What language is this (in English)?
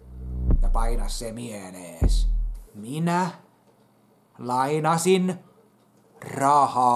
Finnish